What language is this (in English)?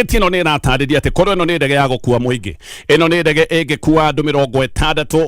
Kikuyu